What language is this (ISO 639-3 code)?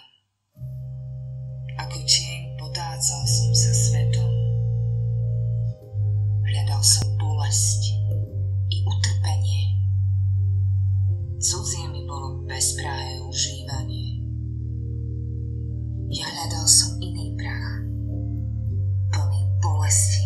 slk